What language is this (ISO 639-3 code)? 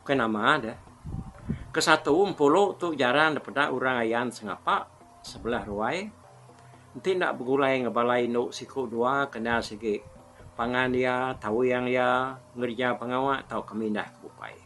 iba